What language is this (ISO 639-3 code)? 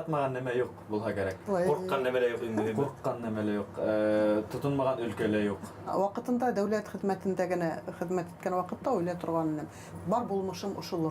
bak